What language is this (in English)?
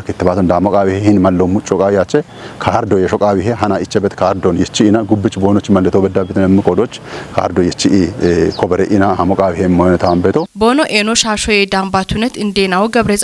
Kafa